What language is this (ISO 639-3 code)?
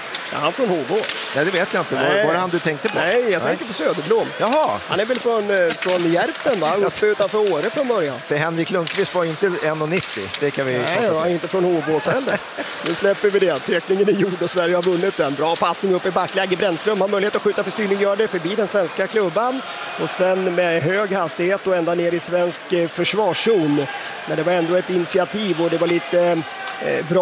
swe